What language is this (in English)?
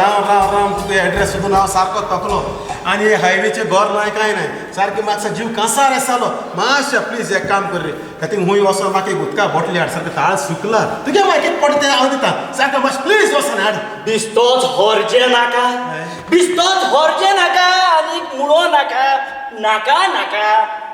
Konkani